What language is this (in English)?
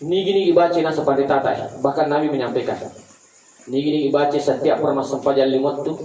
Buginese